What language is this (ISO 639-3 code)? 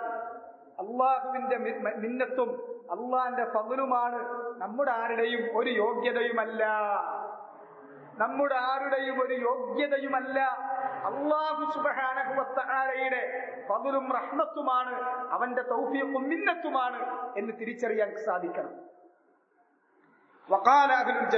mal